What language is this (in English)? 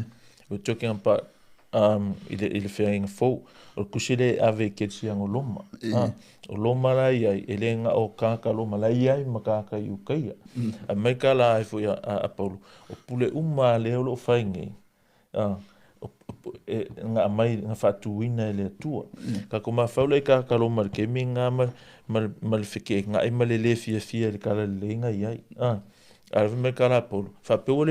Samoan